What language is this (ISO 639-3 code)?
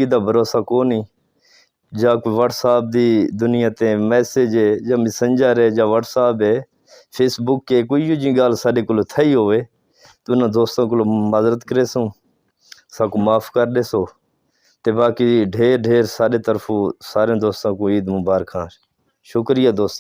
skr